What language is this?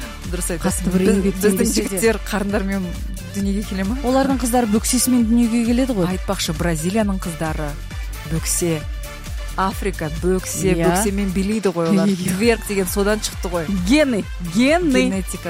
Kazakh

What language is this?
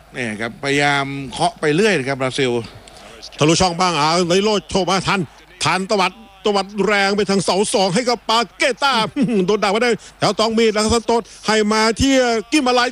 Thai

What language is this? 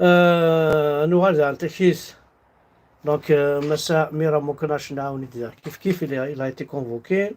Kabyle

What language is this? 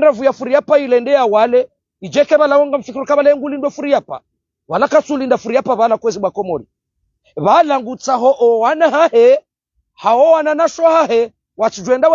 Ngazidja Comorian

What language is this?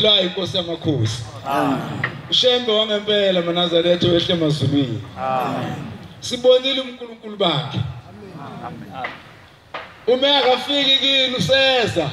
Zulu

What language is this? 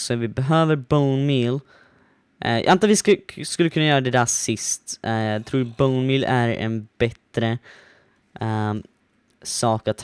Swedish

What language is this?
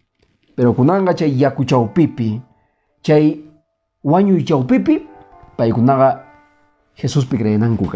Quechua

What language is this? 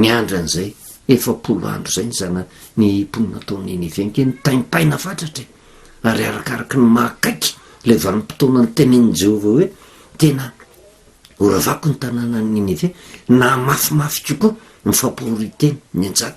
Malagasy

